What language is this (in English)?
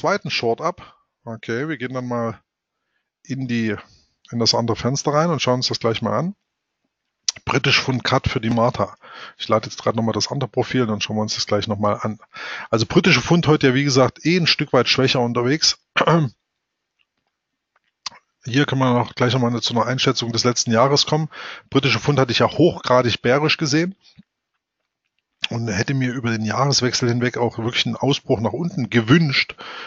German